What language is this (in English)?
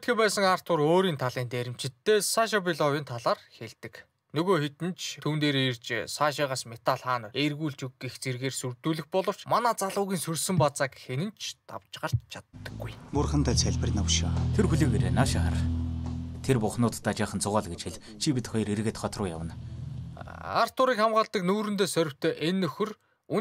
Mongolian